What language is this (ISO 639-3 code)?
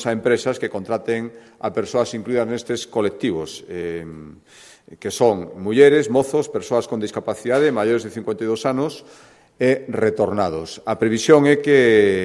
glg